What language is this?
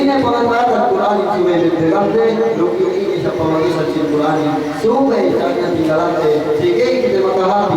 Yakan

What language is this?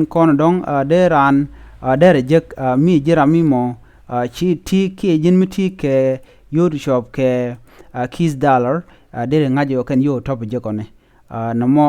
Nuer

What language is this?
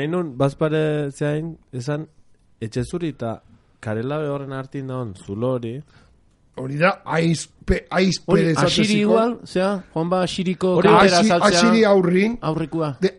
Basque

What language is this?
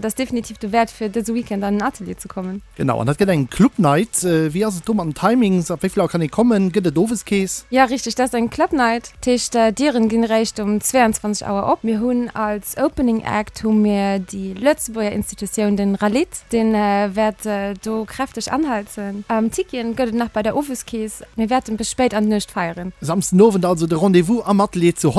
Luxembourgish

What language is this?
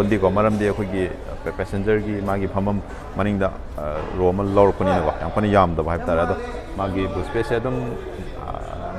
Manipuri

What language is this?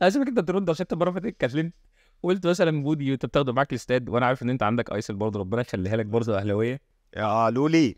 Egyptian Arabic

